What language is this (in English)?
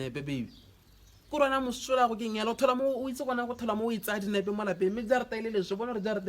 Tswana